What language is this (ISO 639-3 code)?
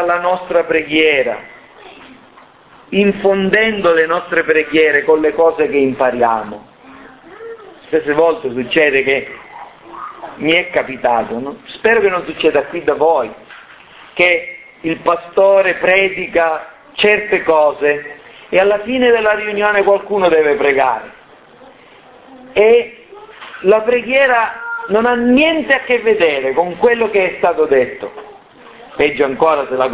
ita